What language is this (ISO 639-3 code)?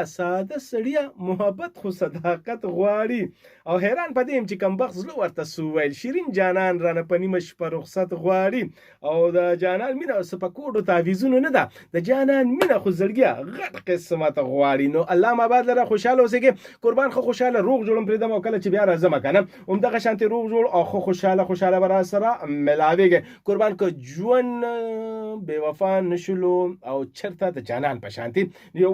pus